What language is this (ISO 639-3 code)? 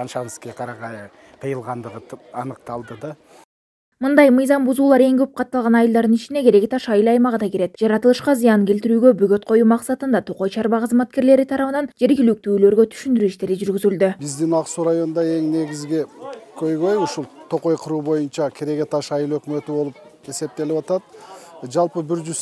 kir